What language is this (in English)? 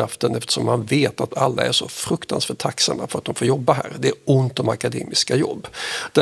Swedish